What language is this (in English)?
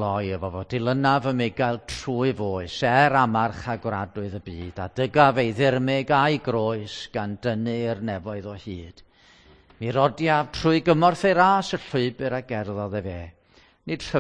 Welsh